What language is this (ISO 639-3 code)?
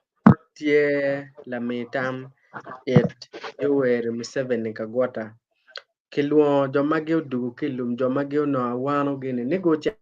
ach